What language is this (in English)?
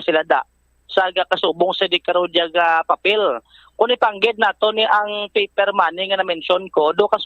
Hiligaynon